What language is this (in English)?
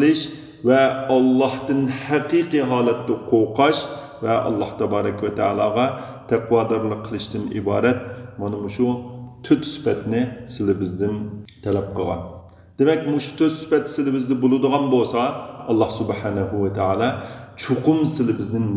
Uyghur